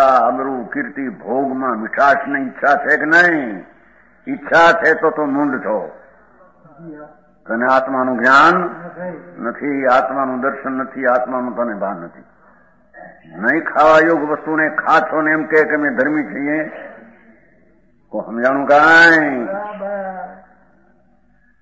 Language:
Gujarati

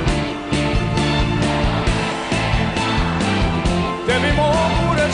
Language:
Serbian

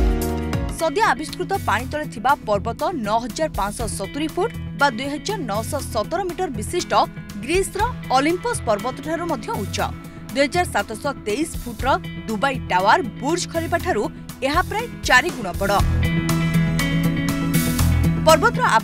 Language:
Odia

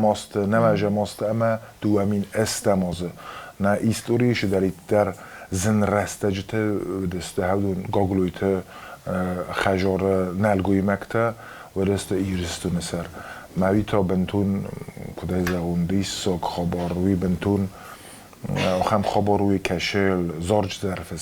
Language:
Ossetic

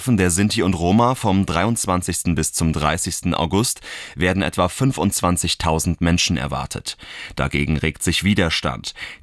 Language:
German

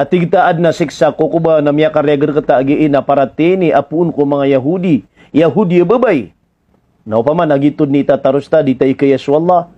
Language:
Maranao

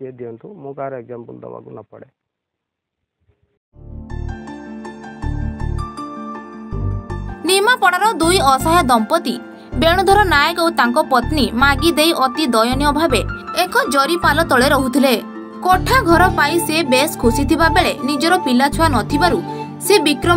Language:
Odia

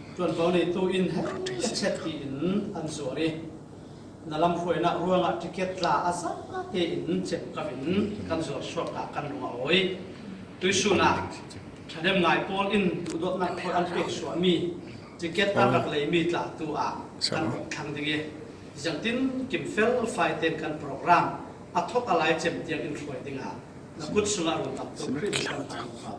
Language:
Falam Chin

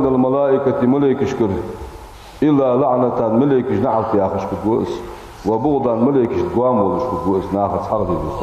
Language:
Ingush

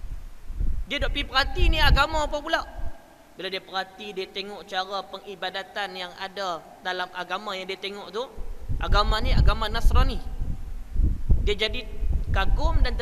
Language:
Malay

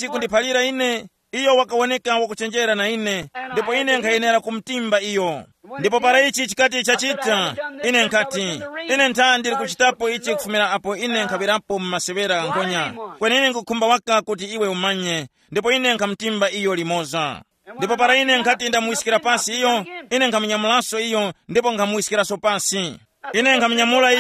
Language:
Tumbuka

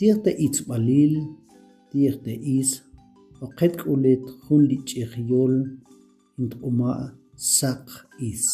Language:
Tektiteko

